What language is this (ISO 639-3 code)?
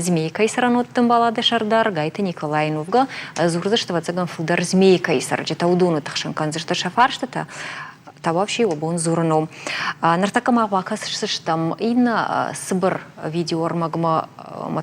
oss